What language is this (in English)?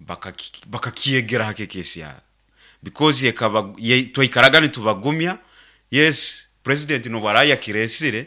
Nyankole